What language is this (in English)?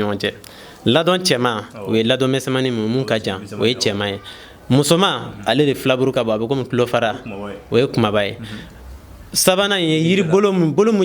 Bambara